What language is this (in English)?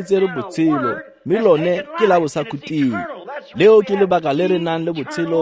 Tswana